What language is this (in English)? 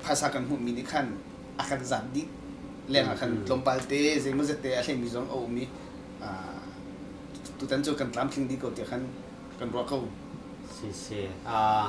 Hakha Chin